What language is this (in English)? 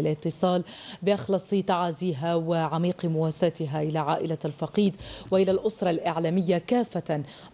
Arabic